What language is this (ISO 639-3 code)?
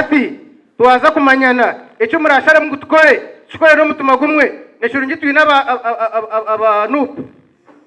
nyn